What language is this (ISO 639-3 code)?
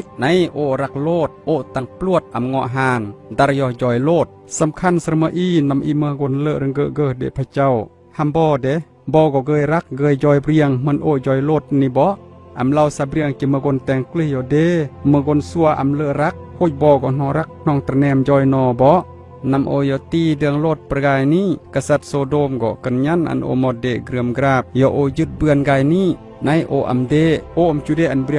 kjg